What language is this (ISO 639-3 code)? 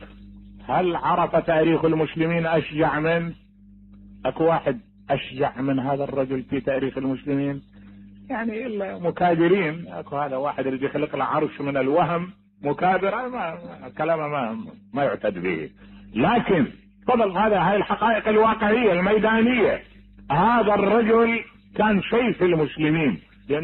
acm